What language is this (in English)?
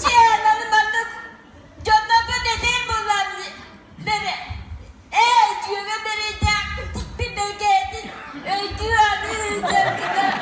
Yakut